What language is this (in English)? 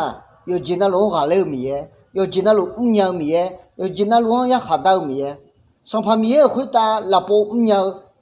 Akha